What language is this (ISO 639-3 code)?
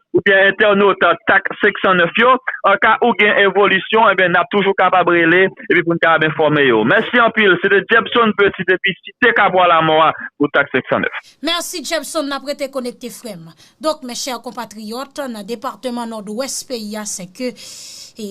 hat